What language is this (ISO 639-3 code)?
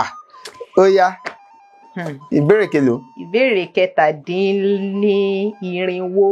yor